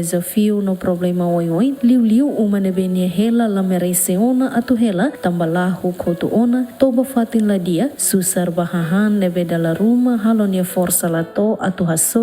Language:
Tetum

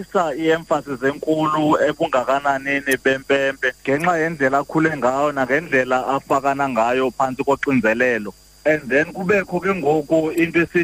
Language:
Xhosa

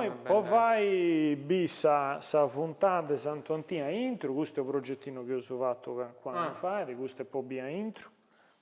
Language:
Sardinian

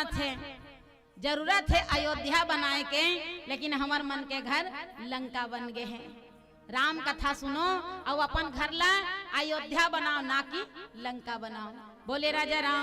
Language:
Chhattisgarhi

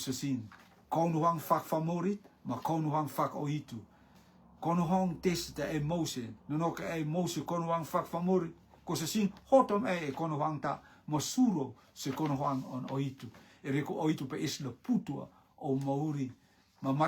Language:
Rotuman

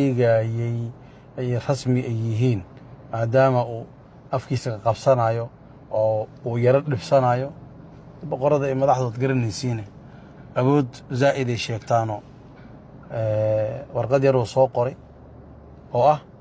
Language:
Somali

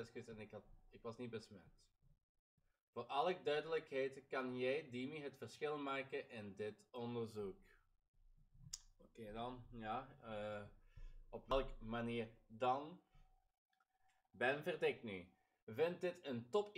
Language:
Dutch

